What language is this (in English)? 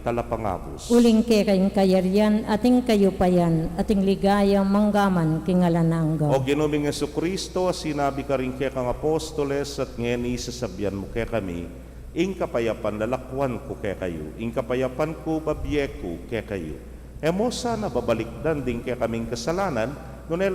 Pampanga